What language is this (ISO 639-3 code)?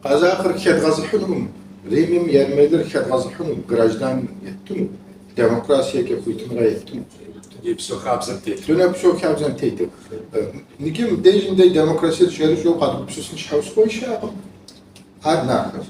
kbd